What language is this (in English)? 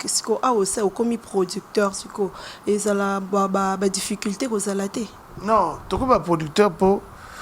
Lingala